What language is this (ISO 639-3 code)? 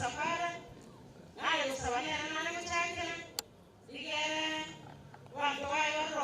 guz